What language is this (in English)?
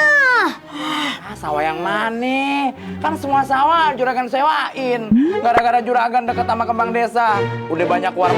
Betawi